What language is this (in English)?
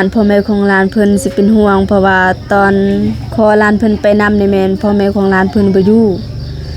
Lao